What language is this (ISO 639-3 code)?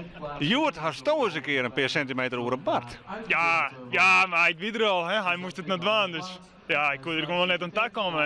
fry